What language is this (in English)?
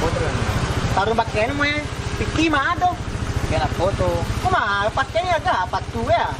Minangkabau